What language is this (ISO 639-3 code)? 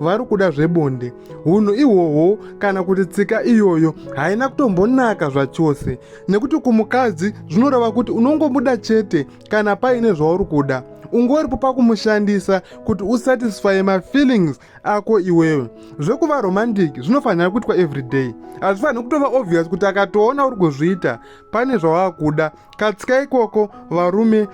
sna